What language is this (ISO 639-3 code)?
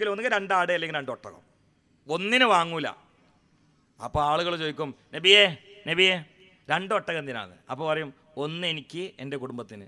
mal